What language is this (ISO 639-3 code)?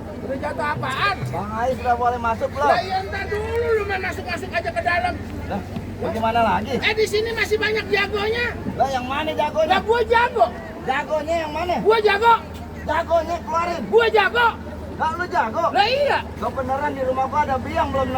bew